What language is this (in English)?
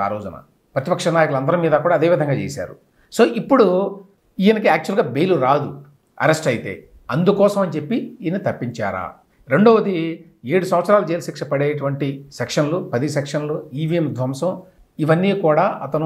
Telugu